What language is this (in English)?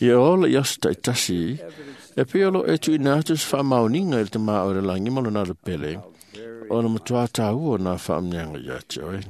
Samoan